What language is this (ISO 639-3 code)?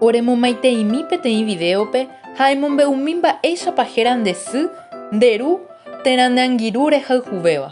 grn